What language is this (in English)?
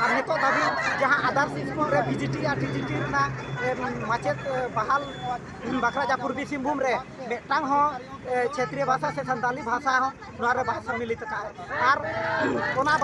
Santali